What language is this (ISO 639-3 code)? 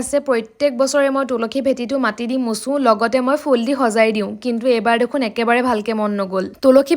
asm